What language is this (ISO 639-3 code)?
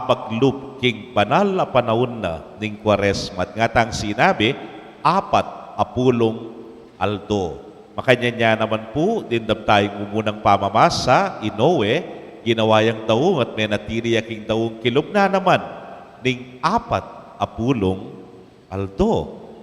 pam